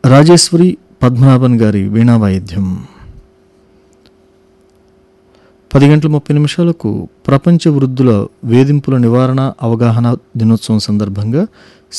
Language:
Telugu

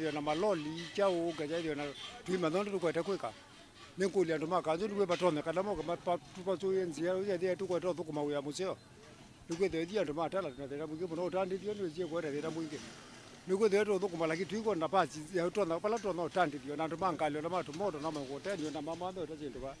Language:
Kamba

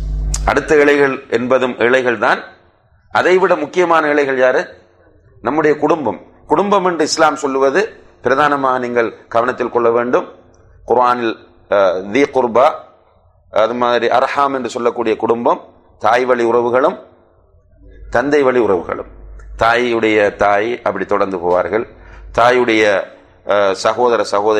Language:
Tamil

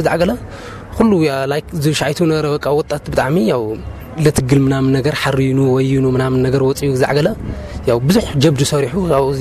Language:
Tigrinya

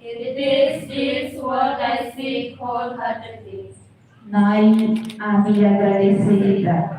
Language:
Tetum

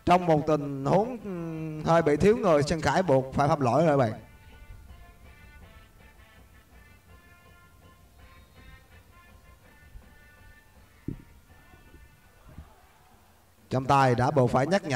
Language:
Vietnamese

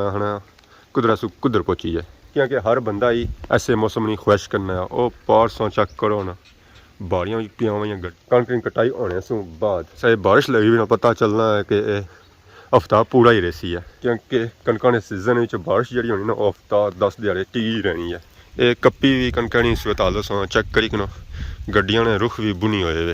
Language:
Pahari-Potwari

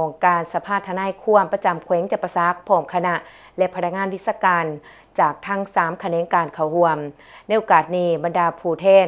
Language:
Lao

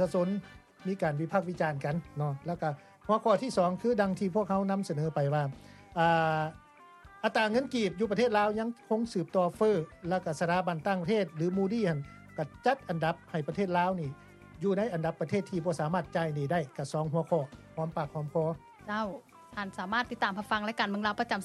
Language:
Lao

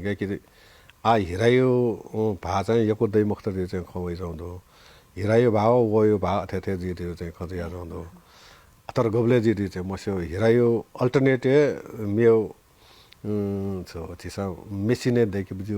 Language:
Newari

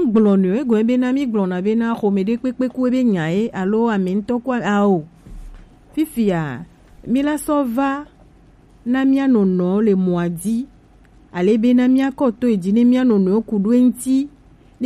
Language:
Gen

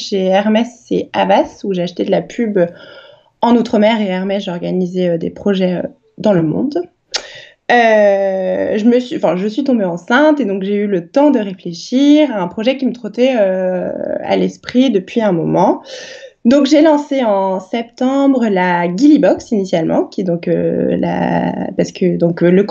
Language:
French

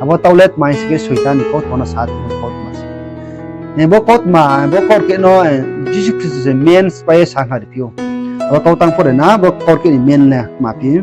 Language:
Riang (India)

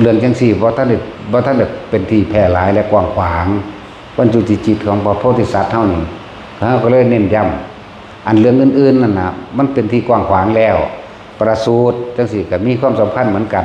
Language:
Northeastern Thai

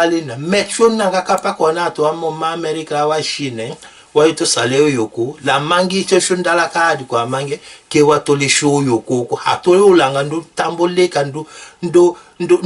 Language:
Tetela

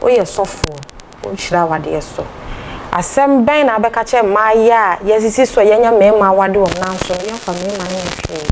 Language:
Akan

